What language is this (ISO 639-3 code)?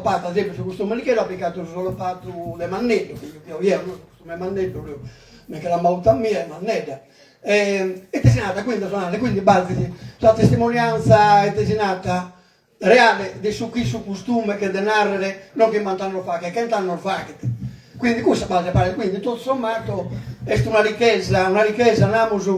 srd